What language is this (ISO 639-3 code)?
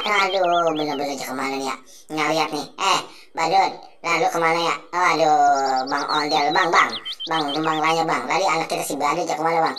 bew